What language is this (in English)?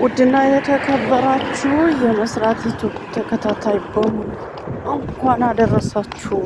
Amharic